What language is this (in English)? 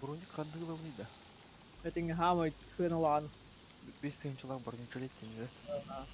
Yakut